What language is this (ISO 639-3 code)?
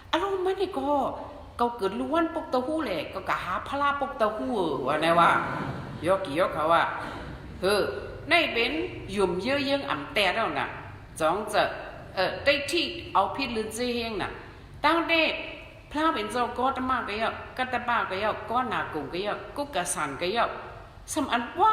shn